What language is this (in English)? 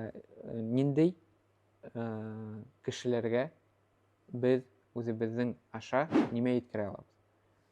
Bashkir